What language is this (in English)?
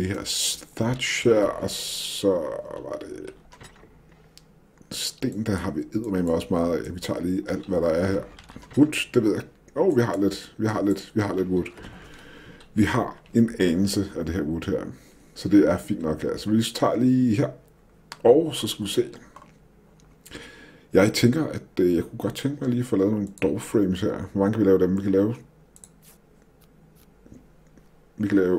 Danish